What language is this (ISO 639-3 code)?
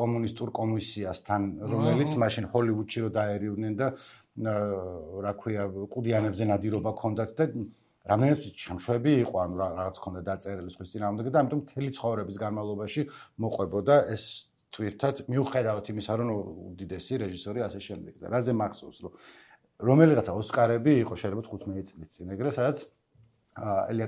kat